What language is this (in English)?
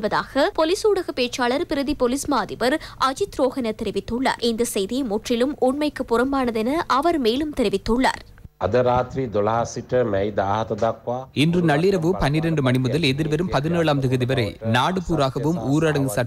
Tamil